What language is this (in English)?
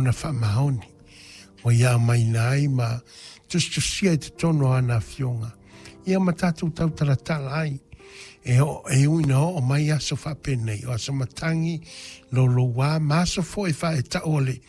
Samoan